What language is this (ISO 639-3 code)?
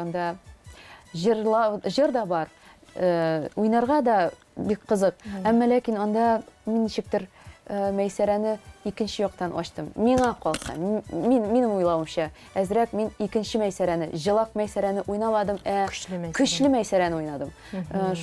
tat